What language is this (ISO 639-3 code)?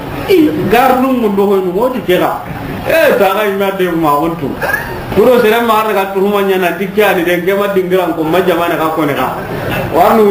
snk